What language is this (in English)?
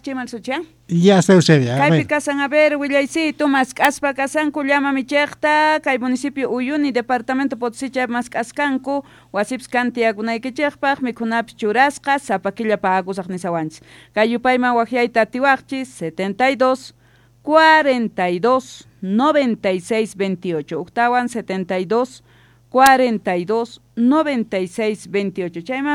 Quechua